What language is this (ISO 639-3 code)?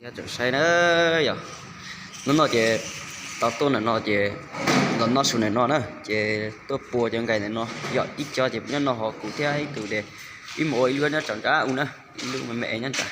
hmn